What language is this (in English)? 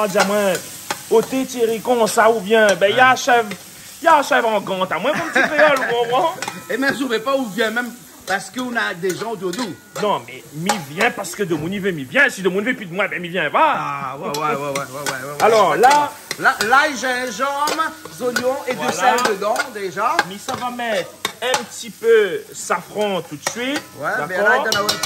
Réunion Creole French